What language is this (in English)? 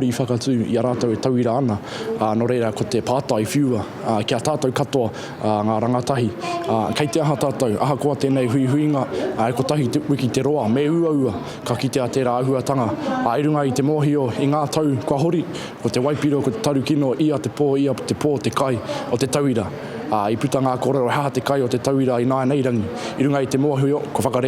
Māori